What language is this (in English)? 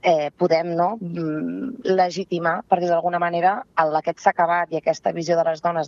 Catalan